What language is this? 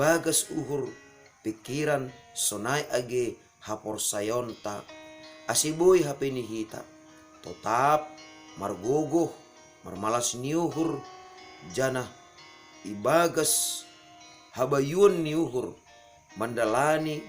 Batak Simalungun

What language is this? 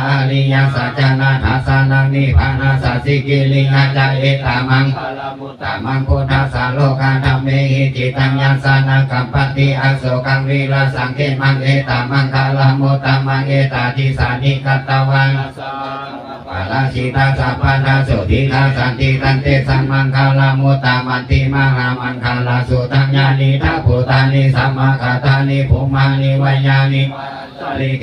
Pali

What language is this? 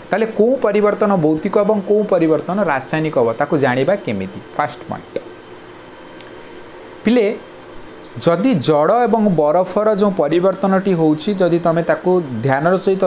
Odia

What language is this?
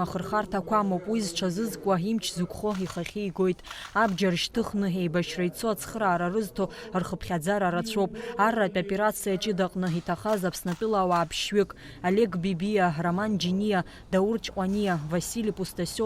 Abkhazian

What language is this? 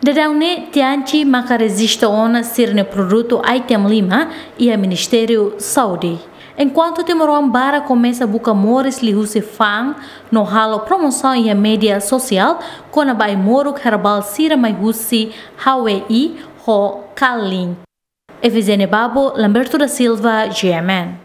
Tetum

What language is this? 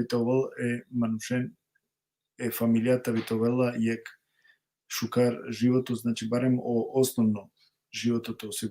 Balkan Romani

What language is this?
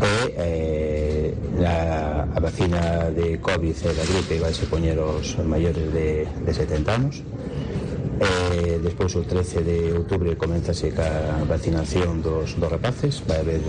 Galician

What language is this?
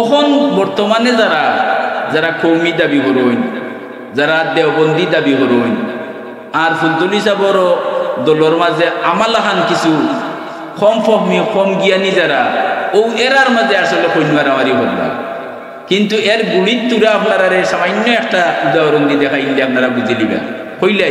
Sylheti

